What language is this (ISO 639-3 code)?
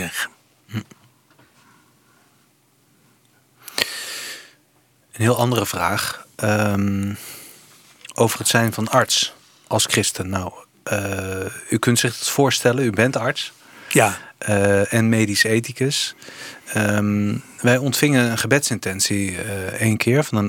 nld